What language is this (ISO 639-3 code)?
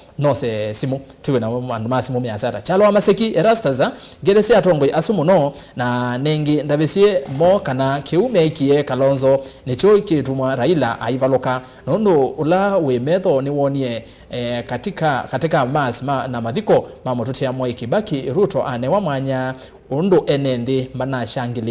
kam